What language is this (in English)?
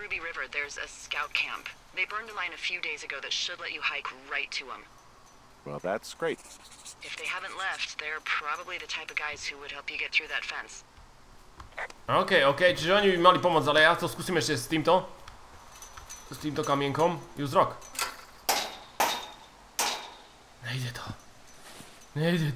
Slovak